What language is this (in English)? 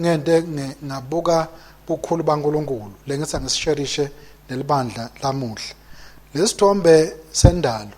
Swati